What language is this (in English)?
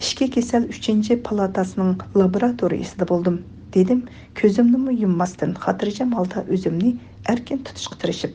Uyghur